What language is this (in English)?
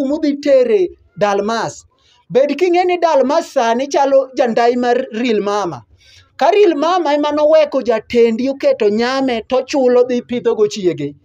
Luo (Kenya and Tanzania)